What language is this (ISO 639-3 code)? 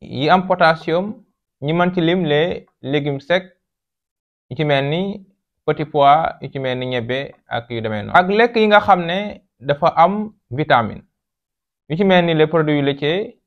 wol